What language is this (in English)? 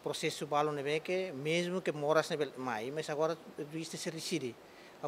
Tetum